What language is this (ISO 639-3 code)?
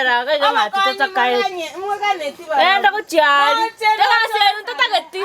guz